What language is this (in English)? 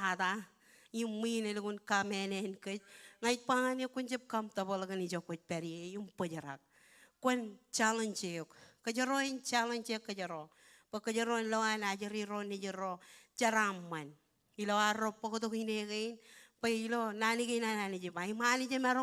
Marshallese